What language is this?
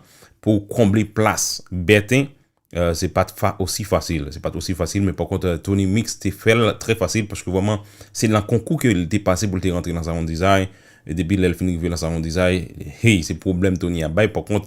Haitian Creole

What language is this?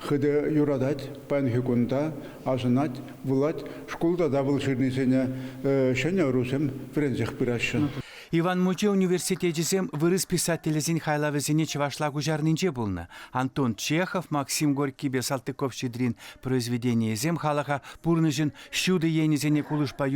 Chuvash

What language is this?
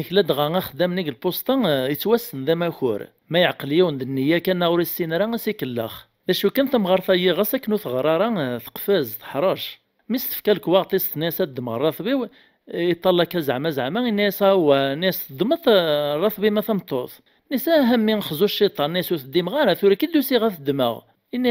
Kabyle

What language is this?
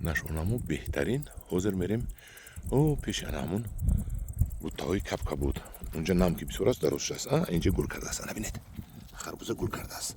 Tajik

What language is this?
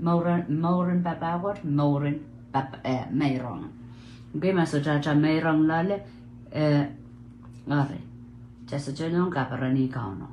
Pohnpeian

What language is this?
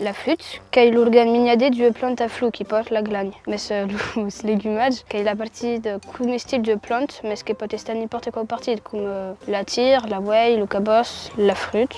Occitan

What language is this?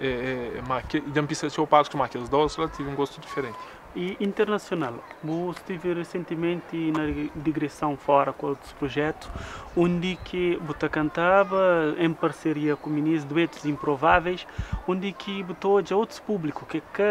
Kabuverdianu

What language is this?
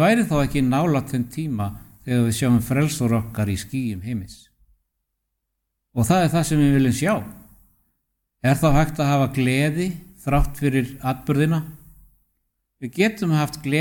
Icelandic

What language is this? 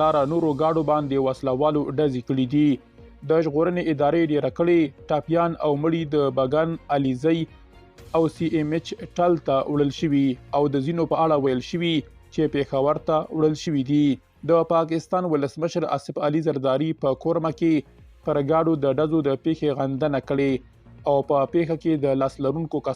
Pashto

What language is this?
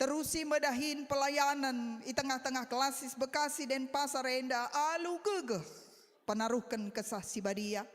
Batak Karo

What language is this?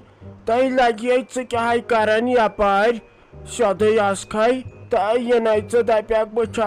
Kashmiri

